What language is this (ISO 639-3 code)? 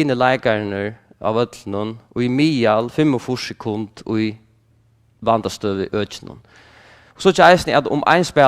fao